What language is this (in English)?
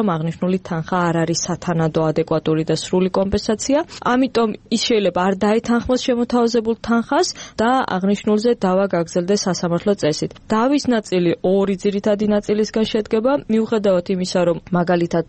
Georgian